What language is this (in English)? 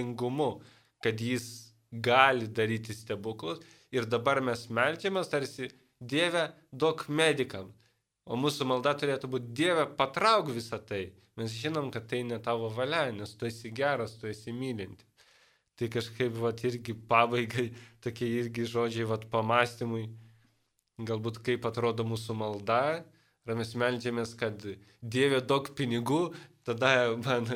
Lithuanian